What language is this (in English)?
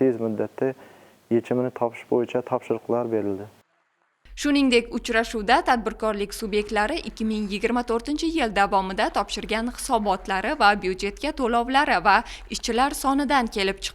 Uzbek